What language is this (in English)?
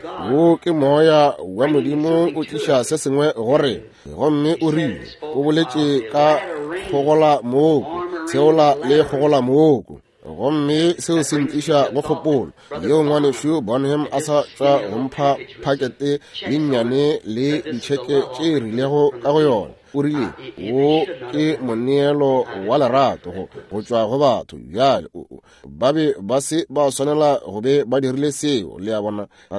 Northern Sotho